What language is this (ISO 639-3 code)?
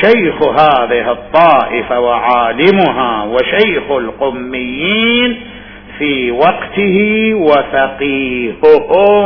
acm